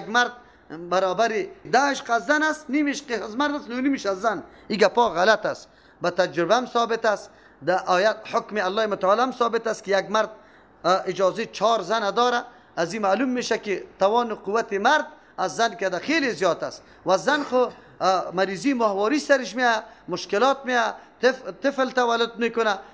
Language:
Persian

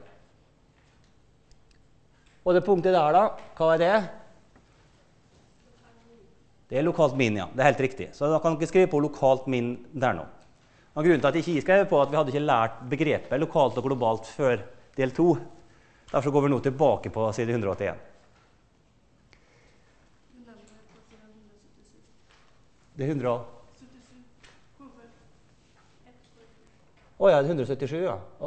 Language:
Norwegian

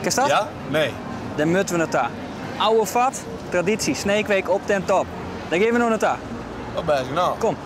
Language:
Western Frisian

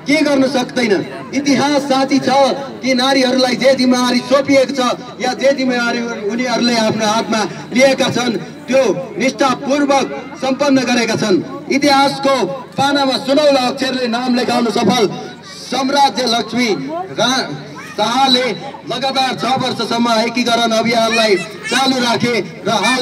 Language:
Nepali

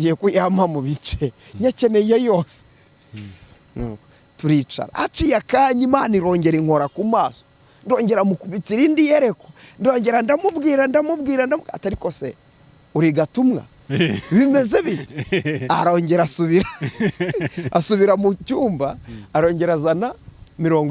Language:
Kinyarwanda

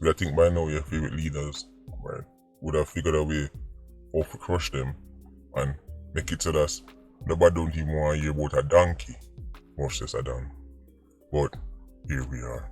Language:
Jamaican Creole English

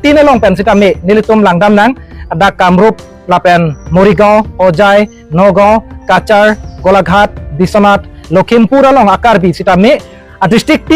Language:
Karbi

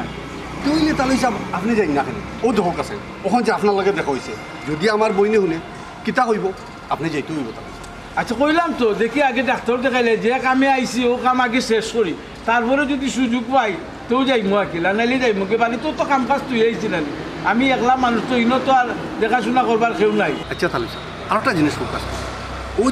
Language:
Sylheti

